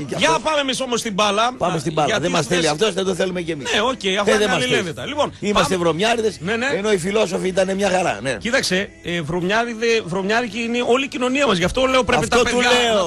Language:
Greek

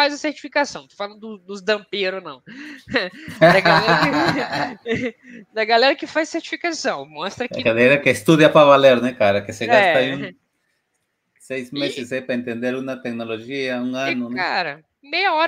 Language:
Portuguese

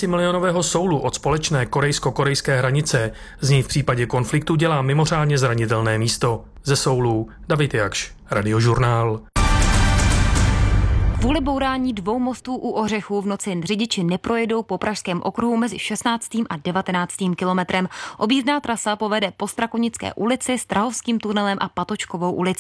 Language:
Czech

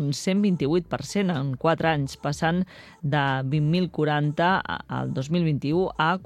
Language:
Catalan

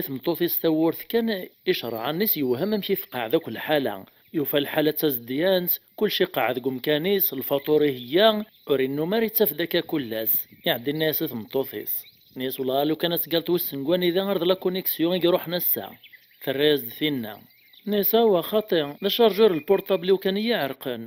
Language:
Kabyle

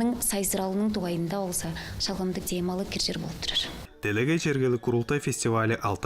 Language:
Tuvinian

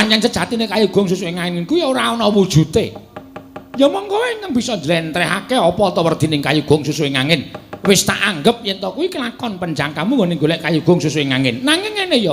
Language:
Javanese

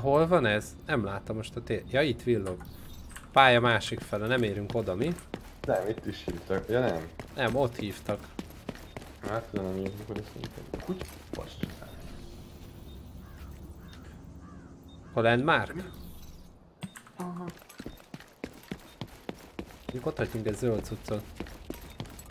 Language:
Hungarian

